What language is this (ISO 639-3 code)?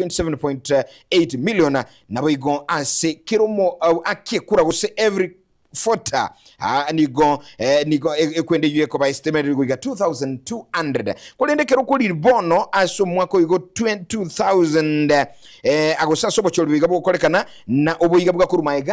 guz